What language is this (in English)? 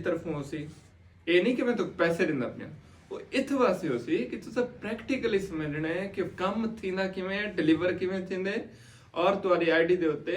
Saraiki